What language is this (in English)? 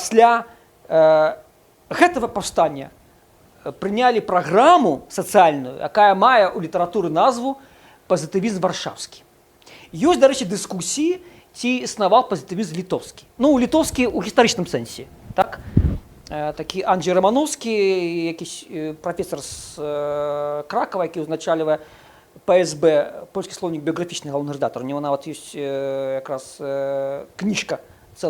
Belarusian